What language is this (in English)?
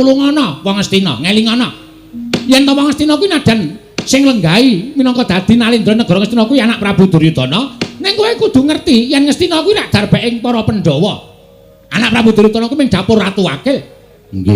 Javanese